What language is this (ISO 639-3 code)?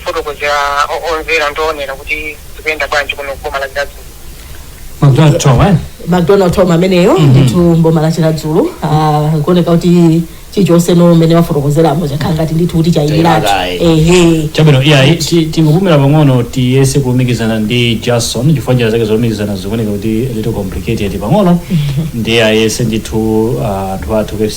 nya